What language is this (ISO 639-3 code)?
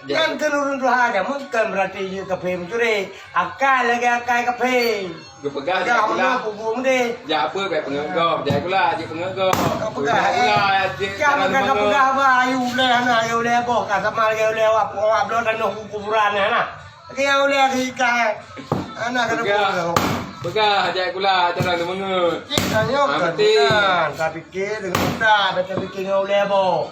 ace